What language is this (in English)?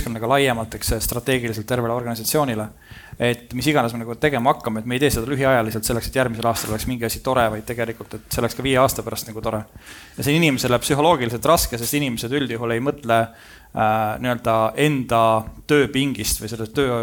Estonian